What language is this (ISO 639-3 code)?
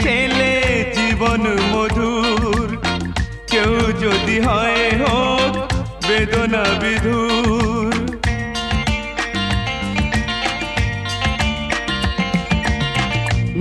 ben